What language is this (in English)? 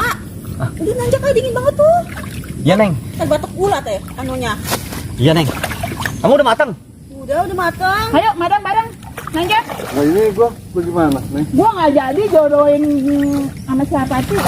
Betawi